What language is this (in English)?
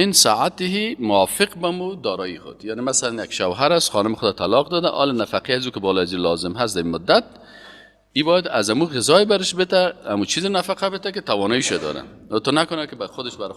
Persian